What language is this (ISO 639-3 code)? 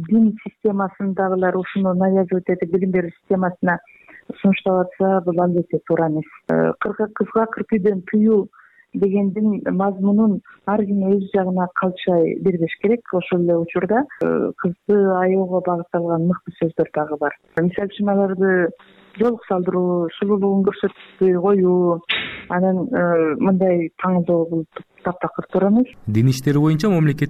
kir